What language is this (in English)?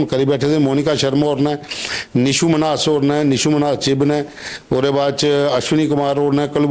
Dogri